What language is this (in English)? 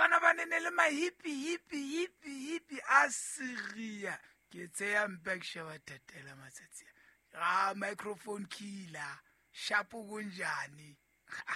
Southern Sotho